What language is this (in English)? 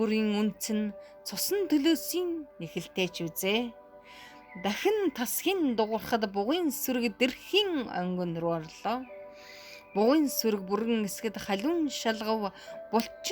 Mongolian